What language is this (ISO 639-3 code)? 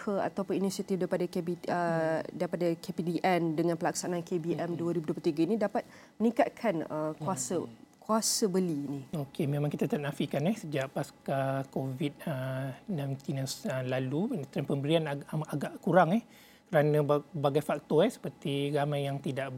msa